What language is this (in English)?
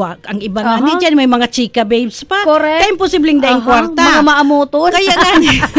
Bikol